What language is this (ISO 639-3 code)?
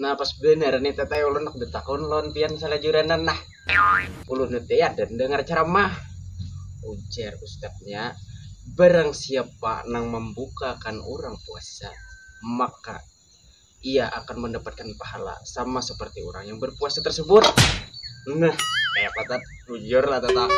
bjn